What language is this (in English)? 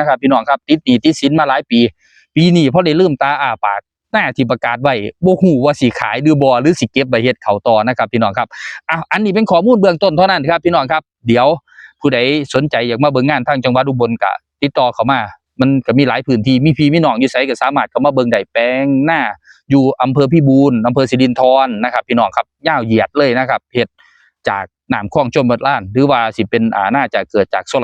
Northeastern Thai